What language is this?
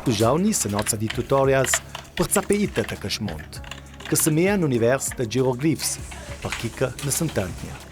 Ladin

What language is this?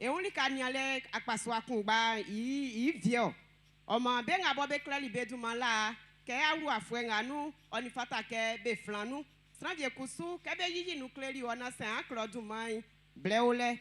Baoulé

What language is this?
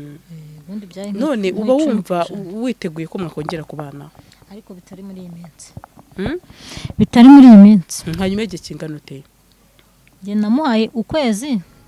Kinyarwanda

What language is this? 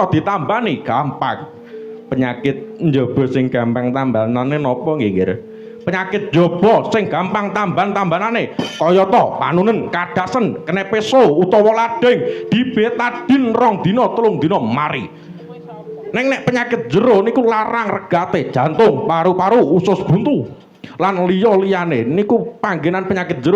Javanese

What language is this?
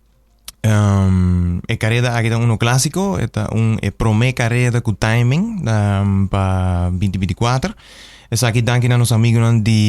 Papiamento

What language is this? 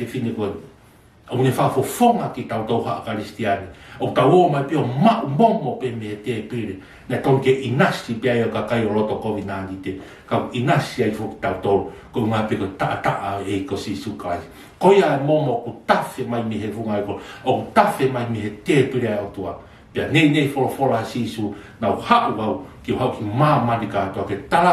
Tongan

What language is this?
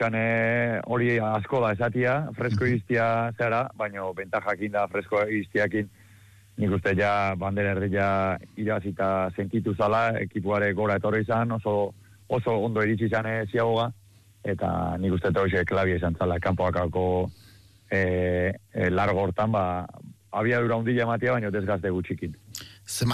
Basque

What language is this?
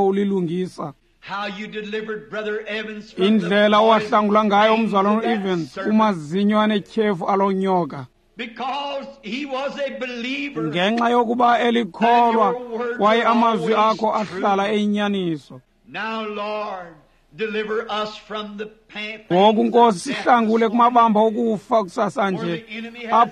Xhosa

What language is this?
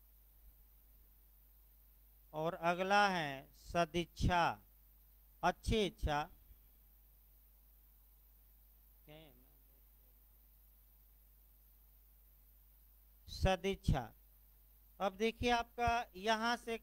Hindi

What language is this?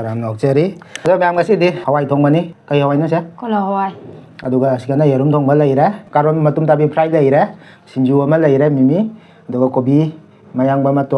Manipuri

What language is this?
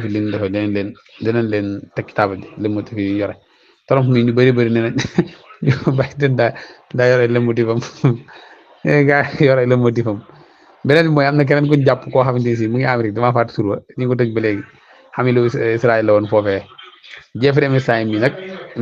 Wolof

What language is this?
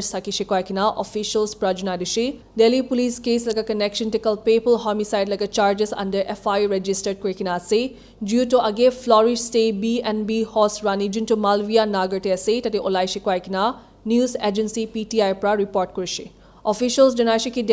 Naga Pidgin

